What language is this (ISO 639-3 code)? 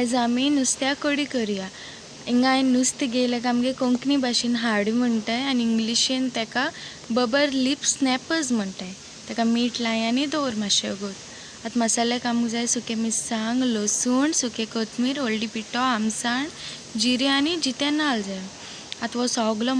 kok